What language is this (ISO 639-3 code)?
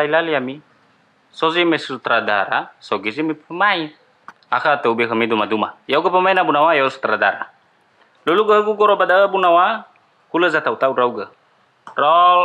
nia